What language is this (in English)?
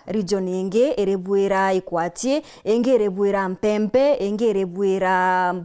Meru